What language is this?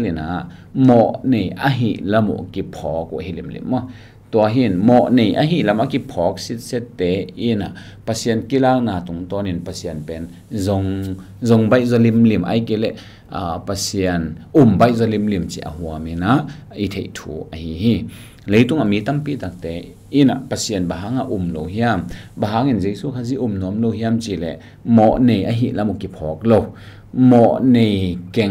Tedim Chin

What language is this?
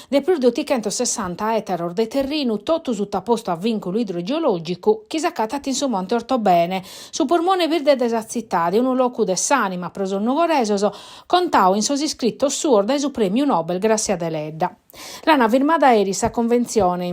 Sardinian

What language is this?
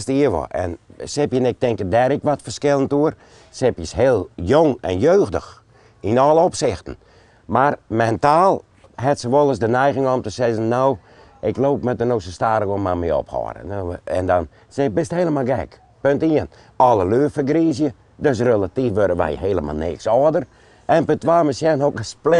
Western Frisian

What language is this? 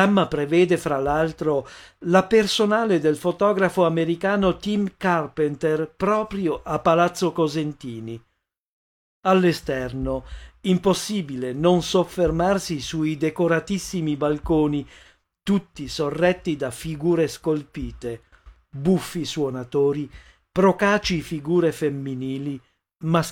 Italian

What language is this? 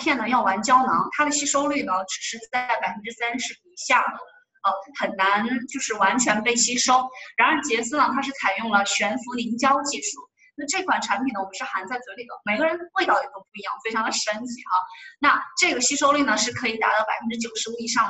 Chinese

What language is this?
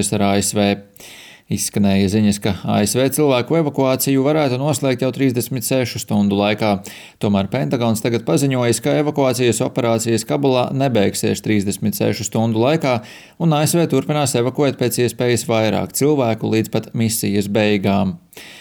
Latvian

